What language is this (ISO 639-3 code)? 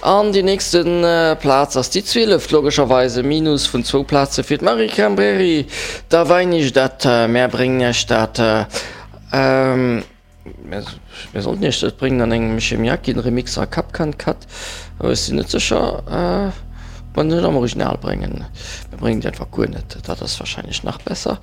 ltz